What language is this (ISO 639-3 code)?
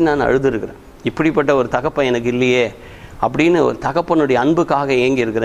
tam